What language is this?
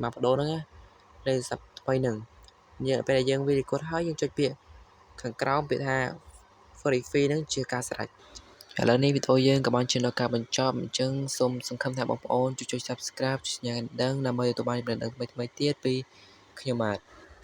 Khmer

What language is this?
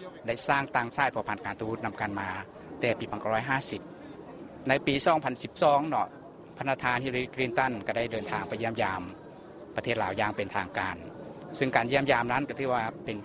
Lao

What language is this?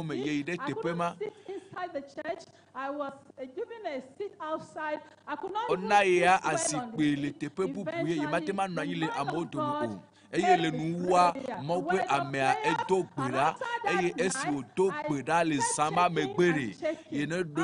Ewe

